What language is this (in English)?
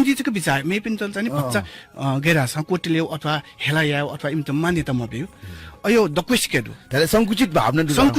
Newari